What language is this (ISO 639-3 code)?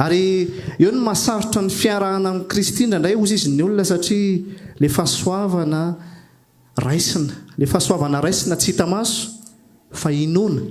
mlg